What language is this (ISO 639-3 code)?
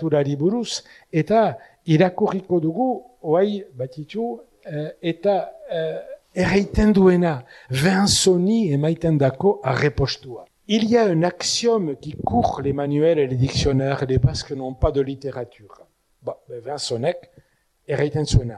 eus